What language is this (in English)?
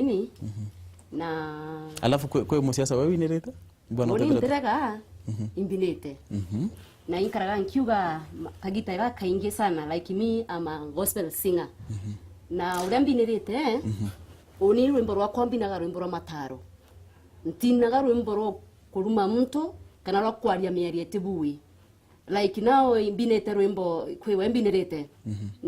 Meru